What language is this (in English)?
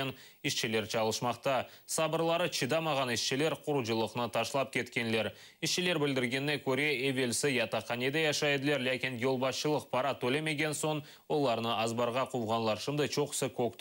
Crimean Tatar